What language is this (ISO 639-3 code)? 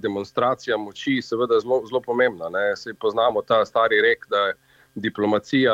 slv